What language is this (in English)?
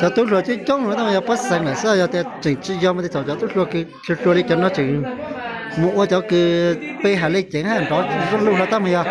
Hmong